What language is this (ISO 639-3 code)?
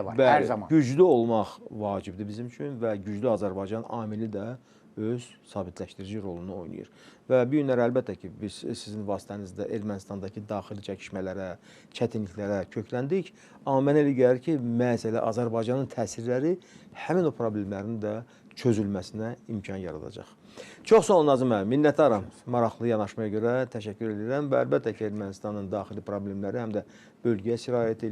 aze